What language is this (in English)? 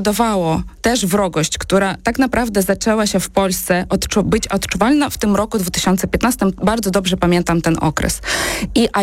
Polish